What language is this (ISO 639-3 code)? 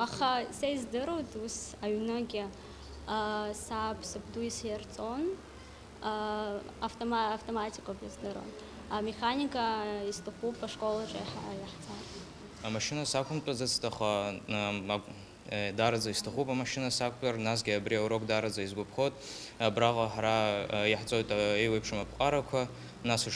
abk